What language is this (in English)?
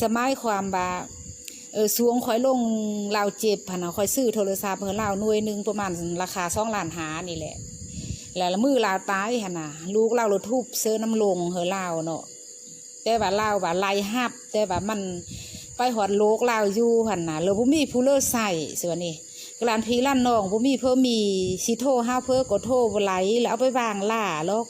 Lao